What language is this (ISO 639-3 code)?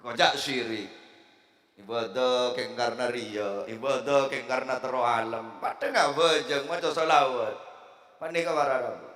mad